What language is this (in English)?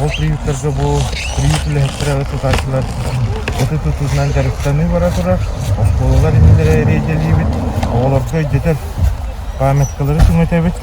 Yakut